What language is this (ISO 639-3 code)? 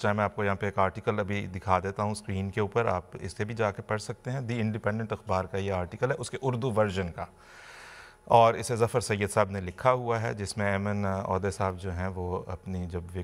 urd